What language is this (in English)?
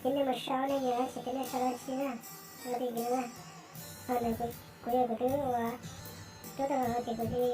Hmong